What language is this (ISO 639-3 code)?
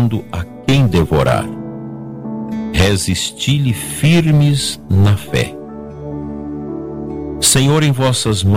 por